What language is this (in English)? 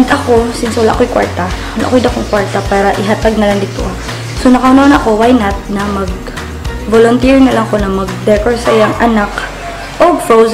Cebuano